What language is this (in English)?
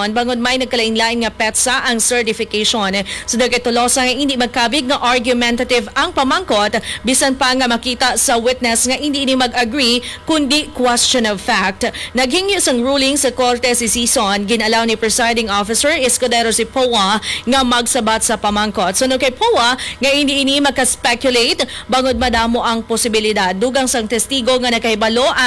Hiligaynon